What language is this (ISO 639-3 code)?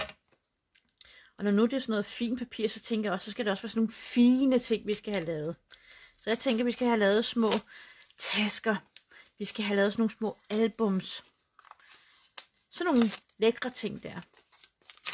dan